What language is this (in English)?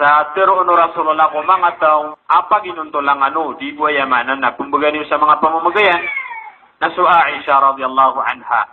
Maranao